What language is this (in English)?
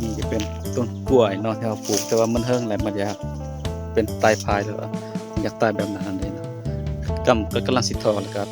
Northeastern Thai